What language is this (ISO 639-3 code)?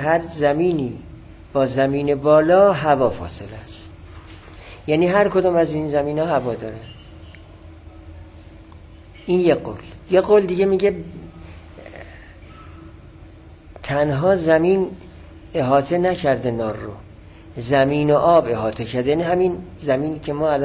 fas